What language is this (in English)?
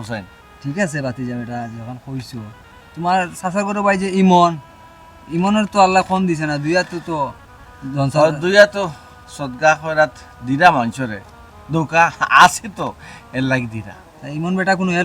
Sylheti